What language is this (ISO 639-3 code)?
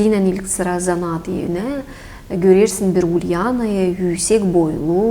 gag